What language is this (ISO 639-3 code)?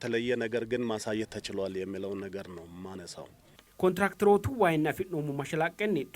sid